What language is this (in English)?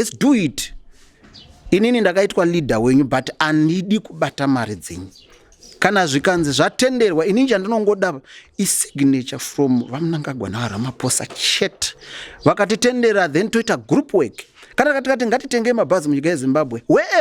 Shona